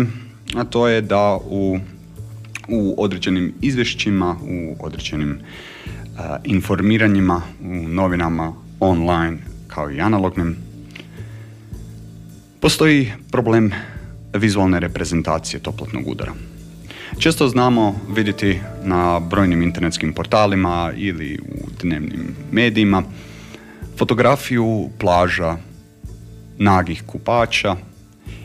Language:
Croatian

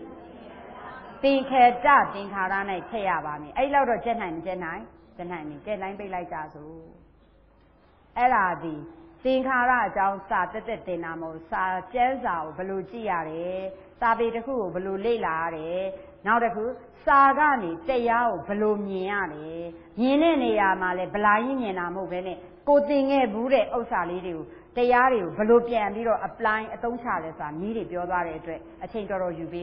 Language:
Burmese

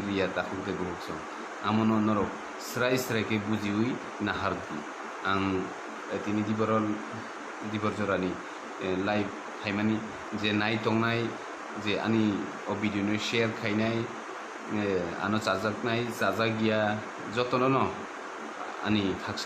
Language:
Kok Borok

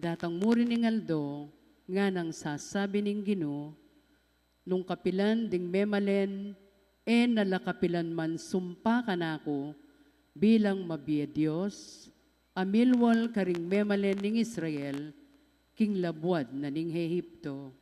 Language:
Pampanga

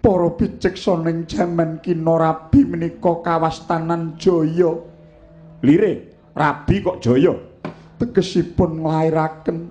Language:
Javanese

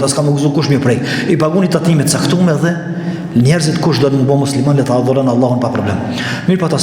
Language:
Albanian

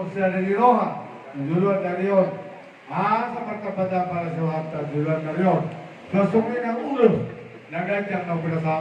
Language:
Batak Toba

